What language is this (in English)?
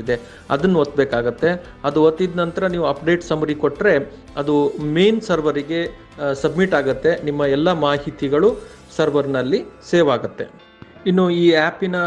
Kannada